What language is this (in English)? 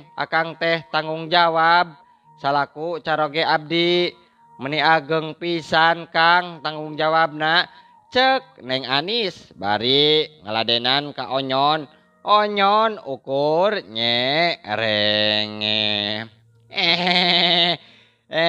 Sundanese